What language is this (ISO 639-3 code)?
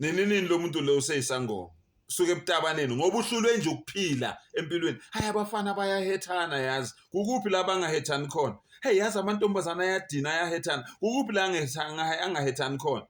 zul